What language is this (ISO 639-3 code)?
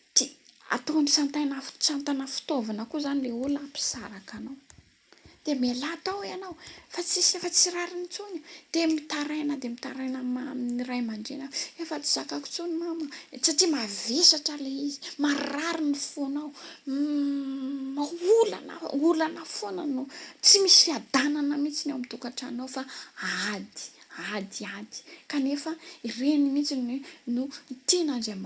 mlg